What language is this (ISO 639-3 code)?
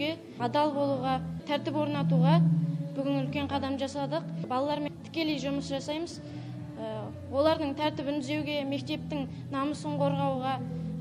kaz